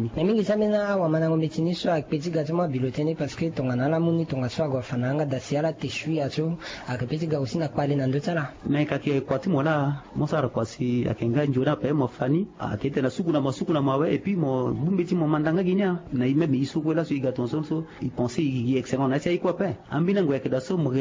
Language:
Sango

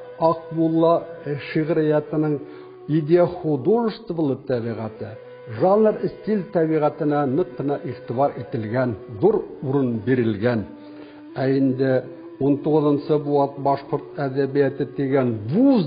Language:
Bashkir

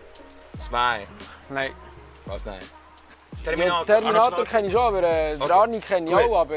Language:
Swiss German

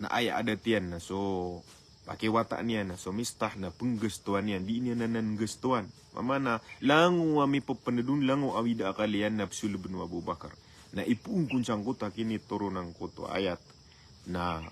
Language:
Maranao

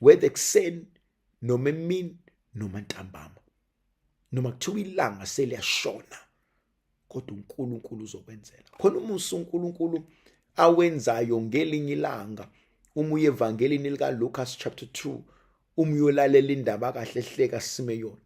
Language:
Zulu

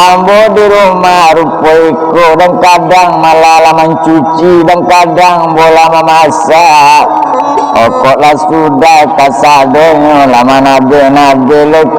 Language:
Minangkabau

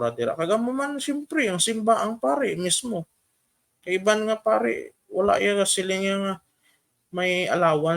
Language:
Hiligaynon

